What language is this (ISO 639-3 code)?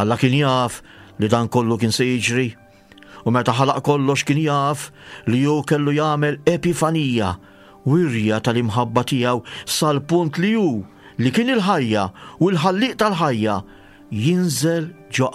mlt